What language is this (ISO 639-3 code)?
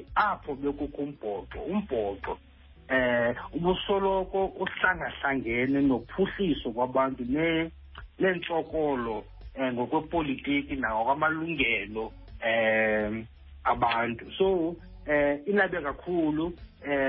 xho